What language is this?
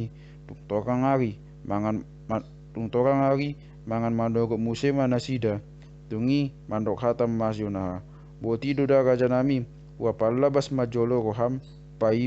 Batak Toba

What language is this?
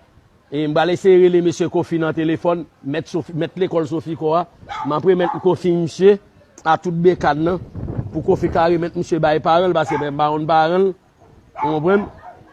Haitian Creole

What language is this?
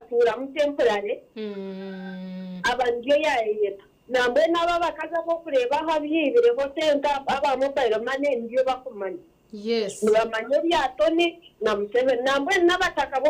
Nyankole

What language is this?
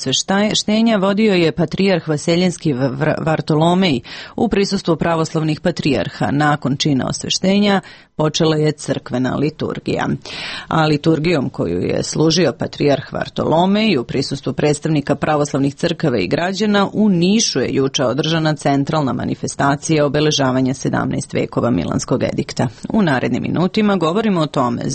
Serbian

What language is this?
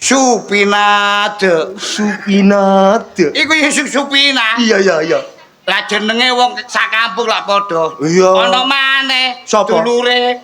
Javanese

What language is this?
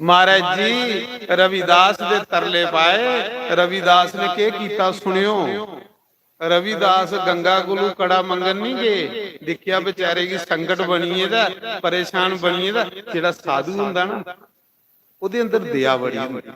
Dogri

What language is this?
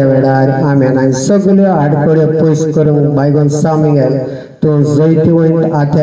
Konkani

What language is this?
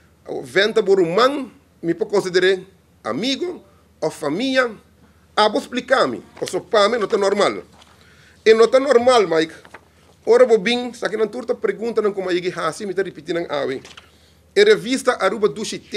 Papiamento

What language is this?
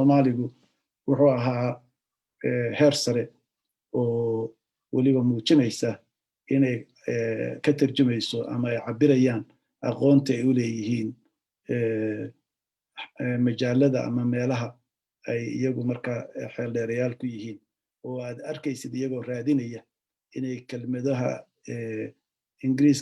Somali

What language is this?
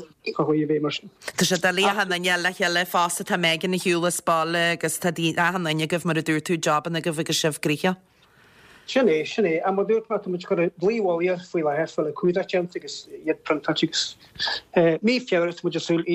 Irish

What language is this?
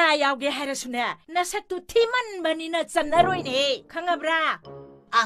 Manipuri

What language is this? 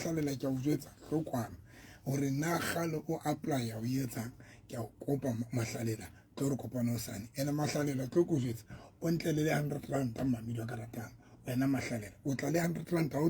Southern Sotho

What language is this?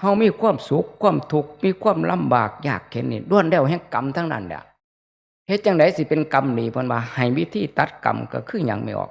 Northeastern Thai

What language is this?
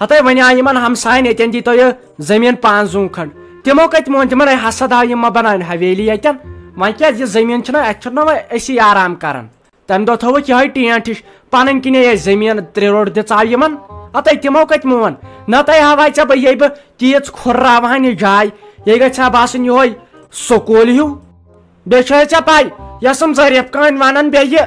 Kashmiri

